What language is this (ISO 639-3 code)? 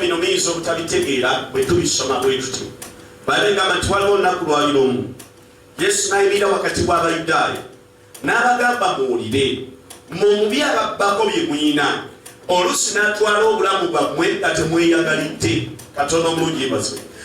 lug